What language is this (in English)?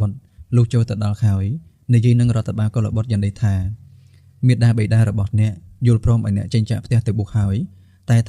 Khmer